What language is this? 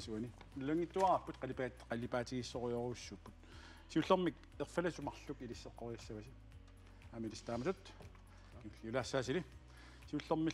Kalaallisut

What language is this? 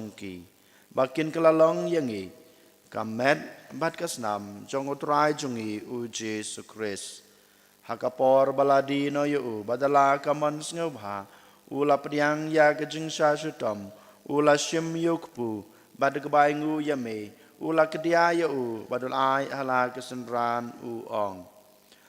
Khasi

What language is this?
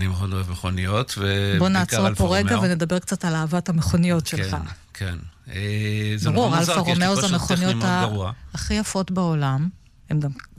Hebrew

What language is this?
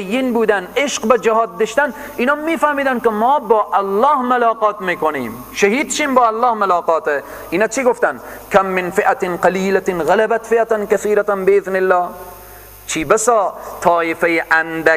Persian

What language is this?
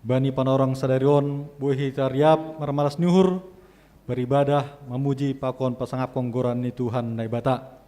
Batak Simalungun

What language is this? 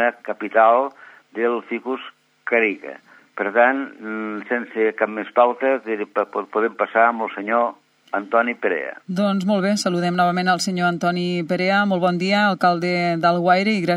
Catalan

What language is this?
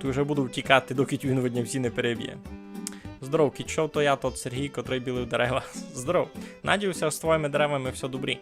Rusyn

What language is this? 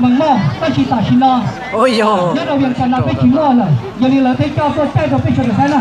Hmong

